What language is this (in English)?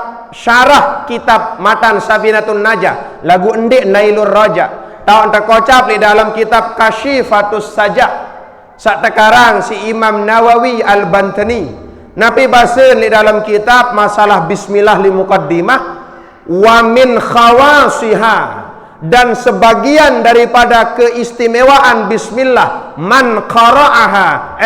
Sasak